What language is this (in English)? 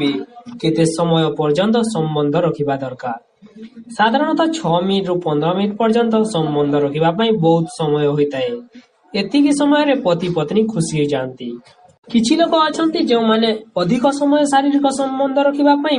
Odia